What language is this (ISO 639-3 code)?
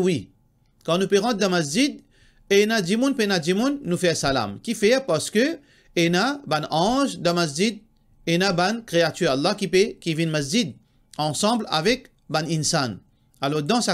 mfe